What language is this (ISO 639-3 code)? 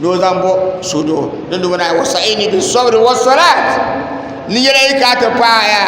dag